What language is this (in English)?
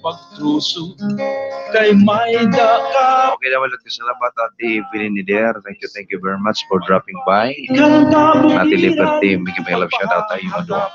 Waray